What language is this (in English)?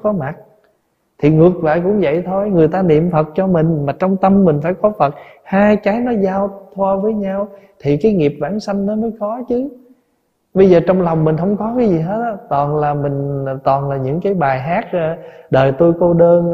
Vietnamese